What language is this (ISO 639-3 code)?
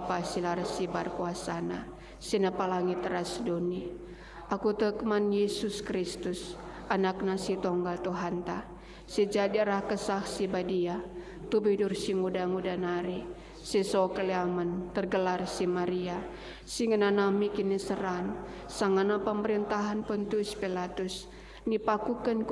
btx